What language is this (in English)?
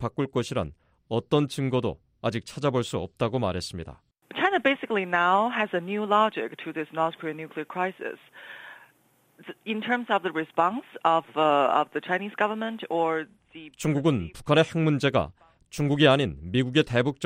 Korean